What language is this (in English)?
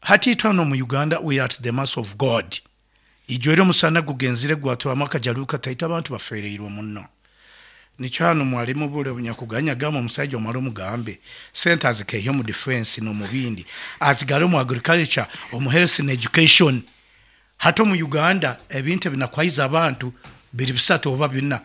Nyankole